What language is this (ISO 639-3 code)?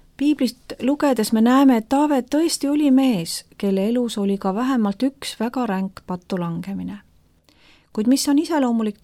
est